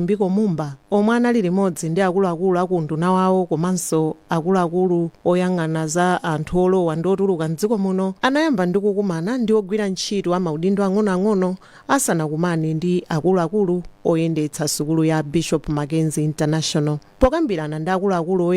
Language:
Nyanja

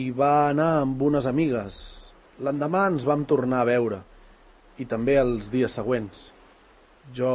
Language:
Catalan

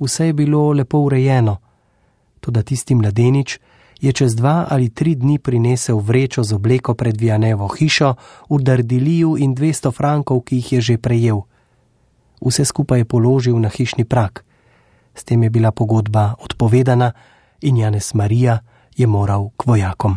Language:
Slovenian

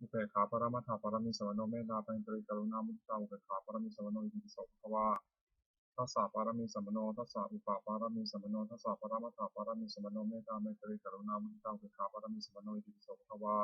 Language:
Pali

